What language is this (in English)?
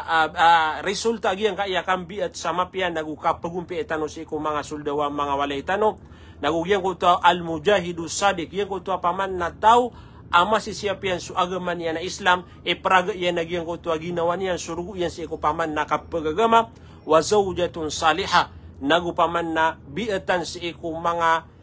Maranao